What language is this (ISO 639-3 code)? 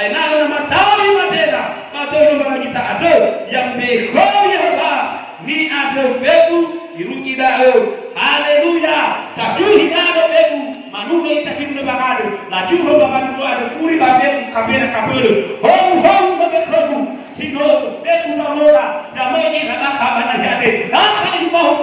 nia